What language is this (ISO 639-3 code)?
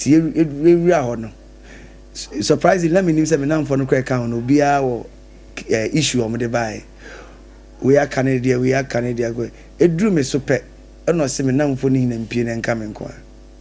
aka